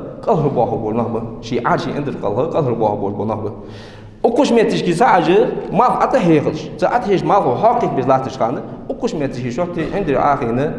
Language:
Ingush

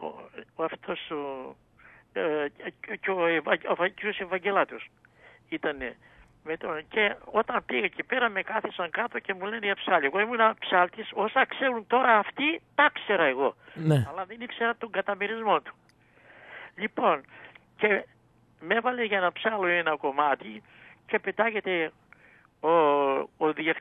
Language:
Greek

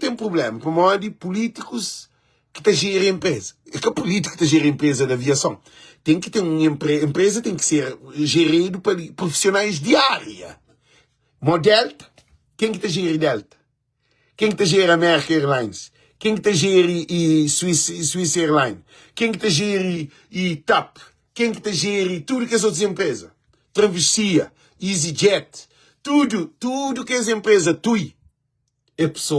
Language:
Kabuverdianu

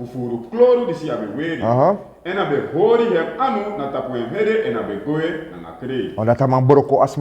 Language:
Sranan Tongo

